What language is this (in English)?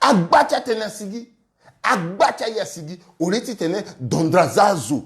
Sango